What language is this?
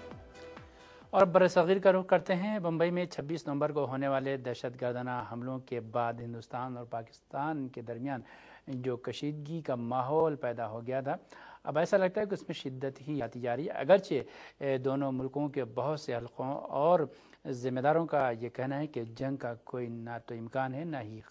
Urdu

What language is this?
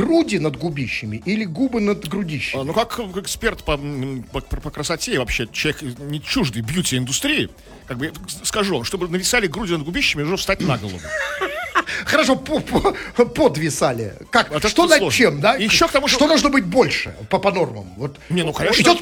Russian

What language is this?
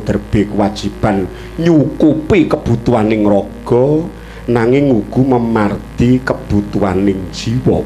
Javanese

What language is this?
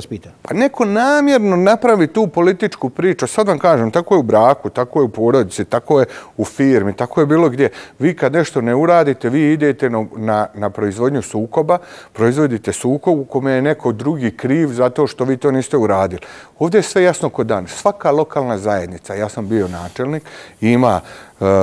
Bosnian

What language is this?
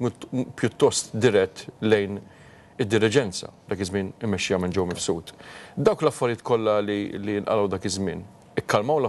Maltese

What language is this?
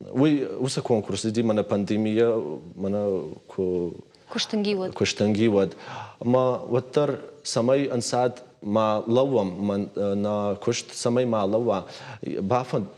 Ossetic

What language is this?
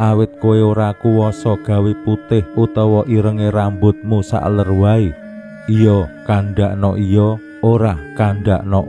Javanese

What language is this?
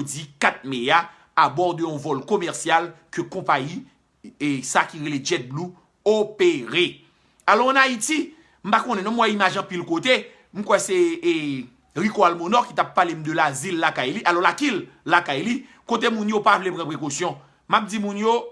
Haitian Creole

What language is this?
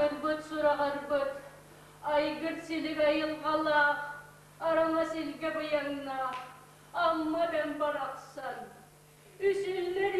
Yakut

